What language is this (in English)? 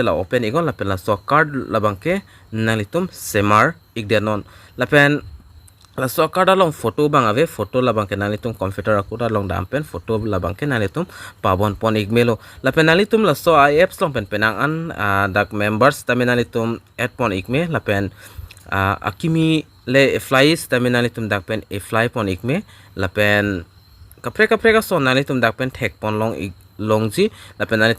Karbi